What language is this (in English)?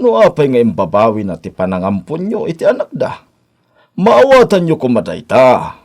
Iloko